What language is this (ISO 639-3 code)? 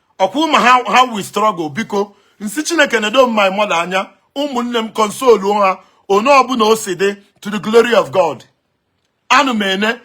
ibo